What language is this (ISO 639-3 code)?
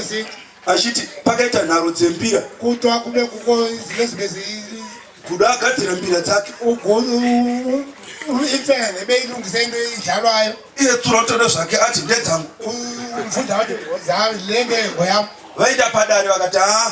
sna